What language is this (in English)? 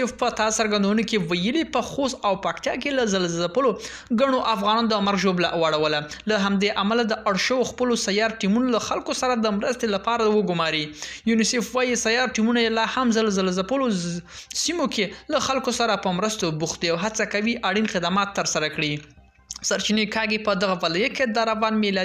Pashto